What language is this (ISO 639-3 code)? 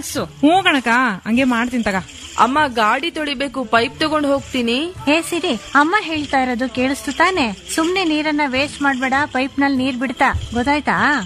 kan